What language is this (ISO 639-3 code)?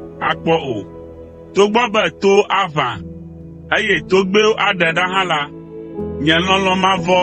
ewe